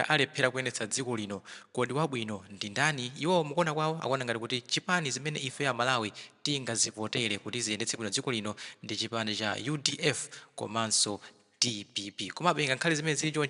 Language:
Nyanja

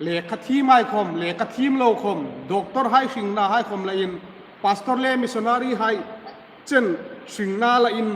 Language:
Hmar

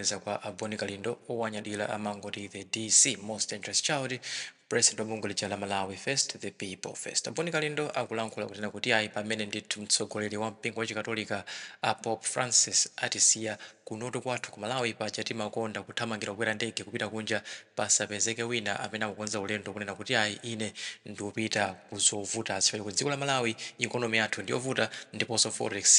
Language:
Nyanja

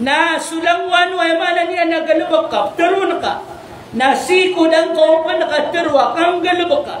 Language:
Maranao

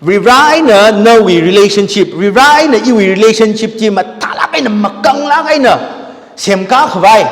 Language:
Tangkhul Naga (India)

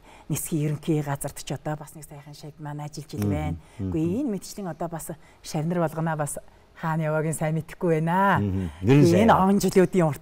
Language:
Mongolian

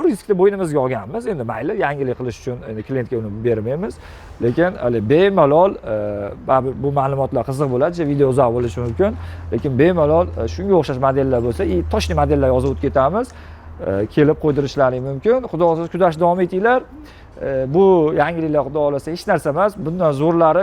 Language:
Uzbek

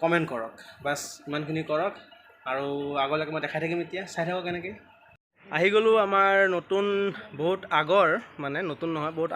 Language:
Assamese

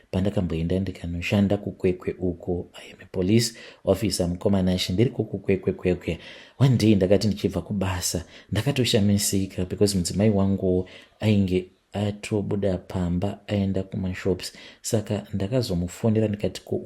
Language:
Shona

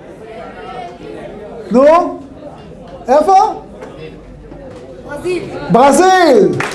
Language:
Hebrew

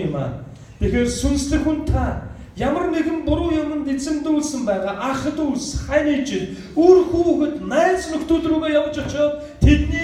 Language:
Mongolian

